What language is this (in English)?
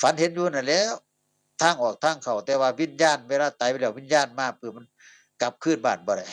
Northeastern Thai